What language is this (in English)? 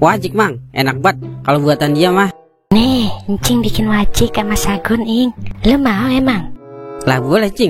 Betawi